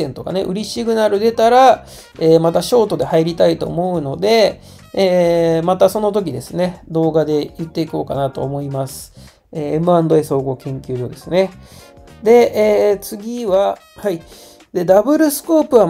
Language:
Japanese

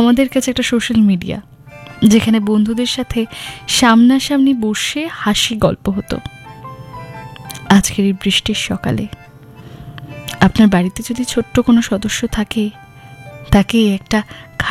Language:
Bangla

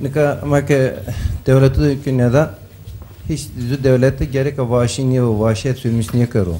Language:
Zaza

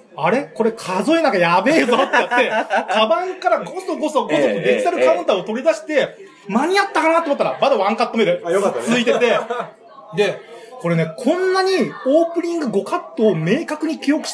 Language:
Japanese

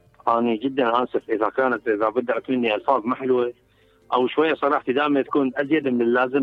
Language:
Mesopotamian Arabic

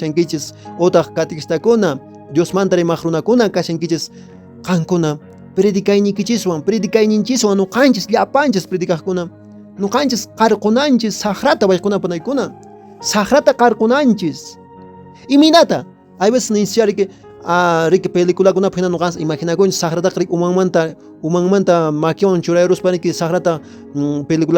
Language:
Quechua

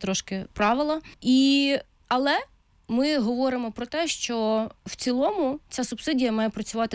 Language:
Ukrainian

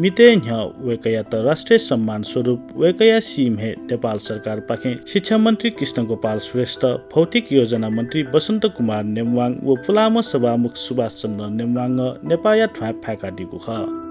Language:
Newari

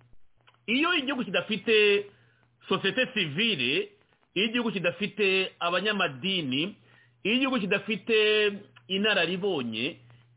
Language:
Kinyarwanda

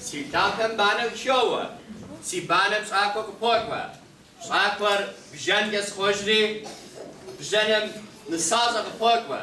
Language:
Kabardian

